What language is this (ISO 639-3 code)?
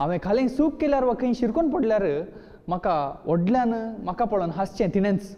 kok